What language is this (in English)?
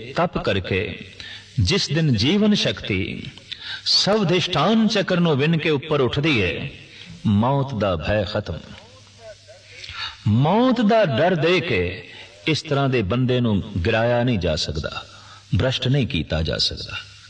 Punjabi